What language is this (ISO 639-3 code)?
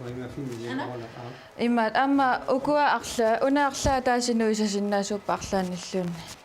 kal